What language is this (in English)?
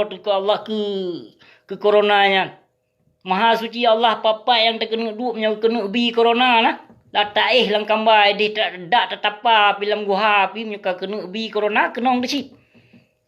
Achinese